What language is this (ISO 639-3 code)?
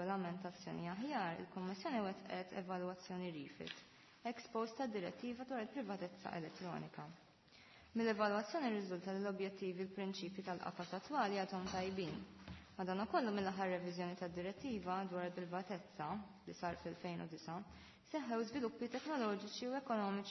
mlt